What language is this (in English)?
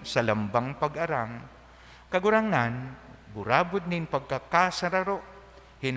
Bikol